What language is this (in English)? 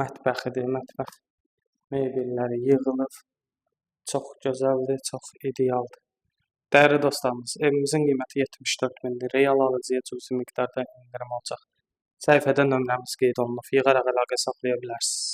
Azerbaijani